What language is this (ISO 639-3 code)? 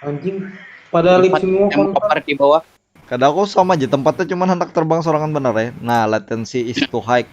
bjn